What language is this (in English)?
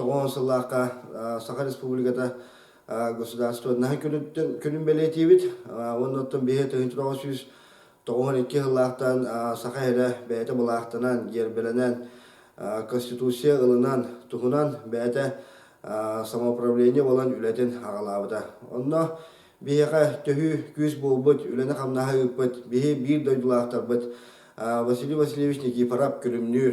Yakut